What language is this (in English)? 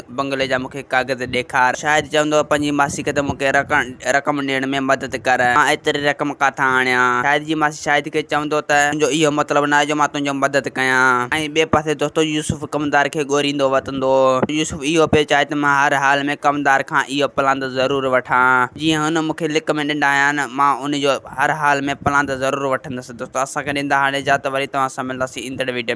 Sindhi